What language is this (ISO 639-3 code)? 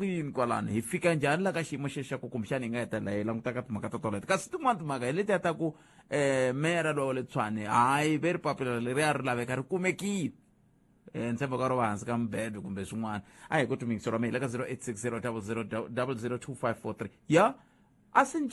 tso